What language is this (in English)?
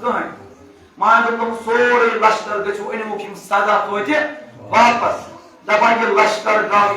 Kashmiri